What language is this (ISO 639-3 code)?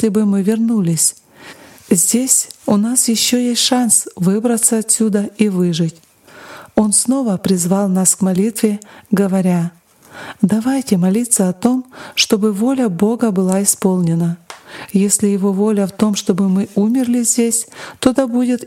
rus